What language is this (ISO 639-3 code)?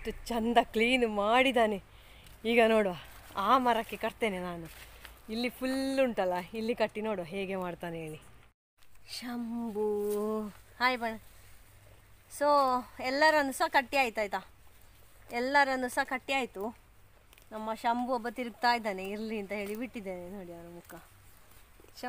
kan